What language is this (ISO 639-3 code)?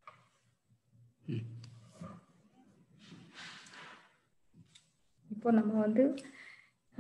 tam